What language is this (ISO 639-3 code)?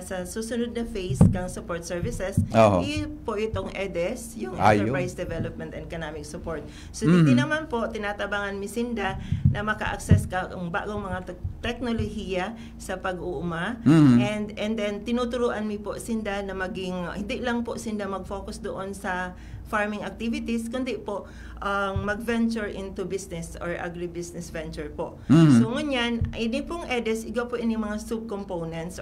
bik